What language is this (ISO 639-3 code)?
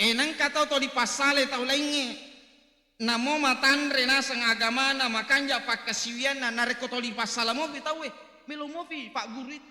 bug